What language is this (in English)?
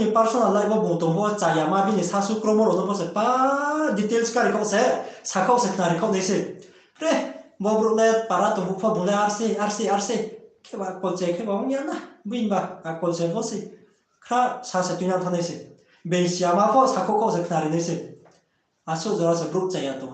Riang (India)